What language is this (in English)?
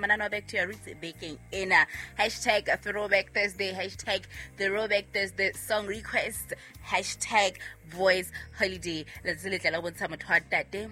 Southern Sotho